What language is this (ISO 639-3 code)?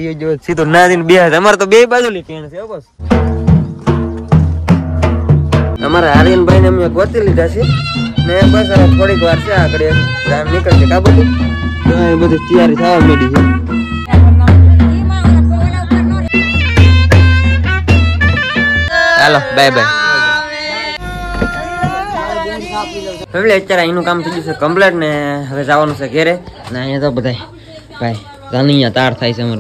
guj